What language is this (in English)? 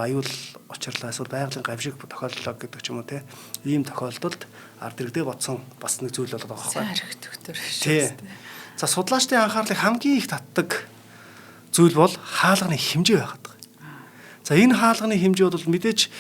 Mongolian